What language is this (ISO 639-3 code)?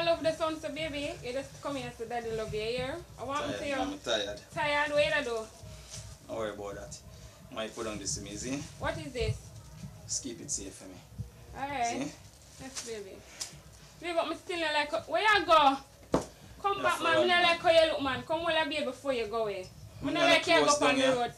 jam